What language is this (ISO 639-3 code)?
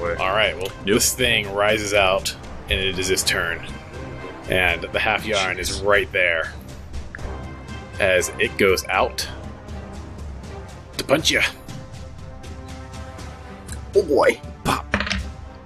eng